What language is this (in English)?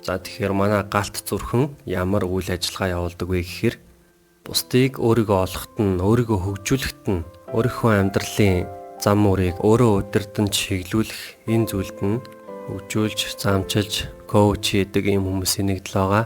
Mongolian